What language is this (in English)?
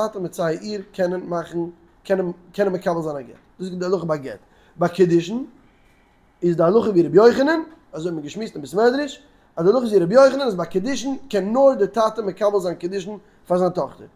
Yiddish